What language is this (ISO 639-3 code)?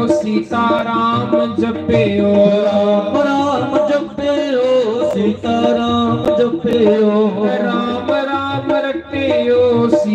doi